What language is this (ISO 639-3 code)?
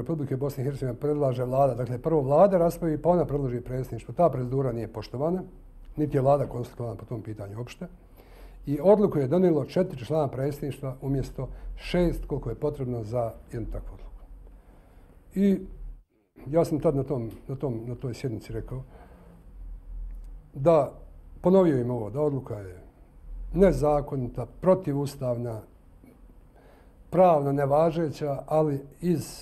bos